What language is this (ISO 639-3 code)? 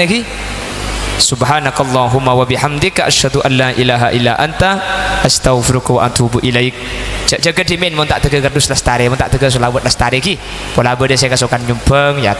mad